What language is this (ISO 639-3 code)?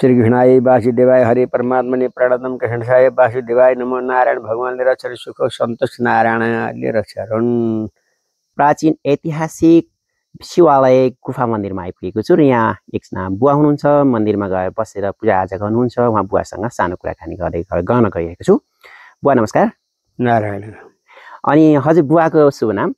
nep